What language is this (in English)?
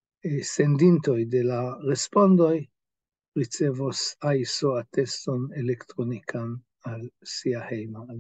Esperanto